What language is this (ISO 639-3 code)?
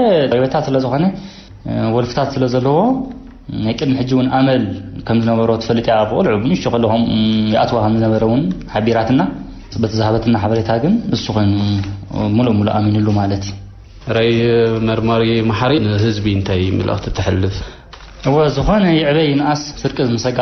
tir